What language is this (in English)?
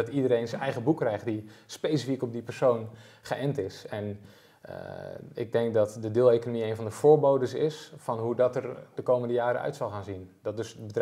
Dutch